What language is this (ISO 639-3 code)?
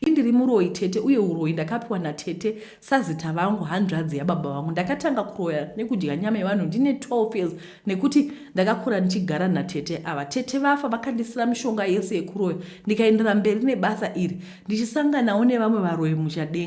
sna